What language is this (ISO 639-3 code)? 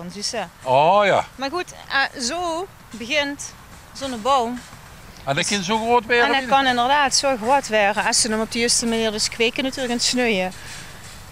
lim